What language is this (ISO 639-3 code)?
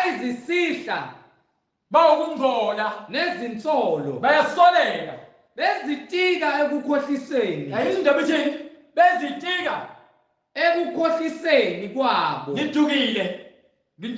zul